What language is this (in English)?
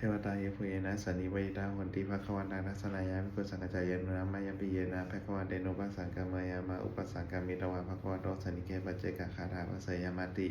Pali